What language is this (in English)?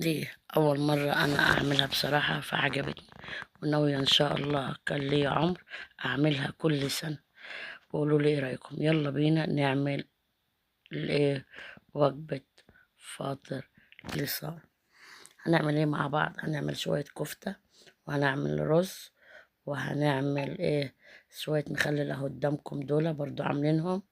Egyptian Arabic